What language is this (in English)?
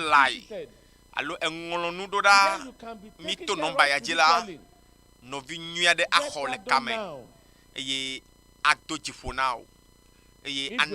Ewe